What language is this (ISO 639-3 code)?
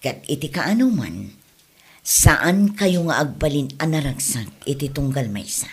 ilo